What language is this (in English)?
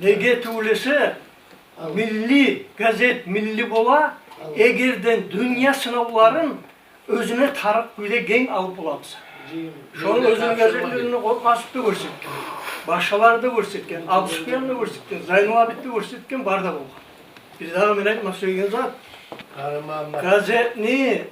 Kumyk